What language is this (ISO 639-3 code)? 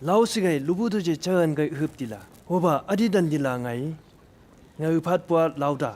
nbc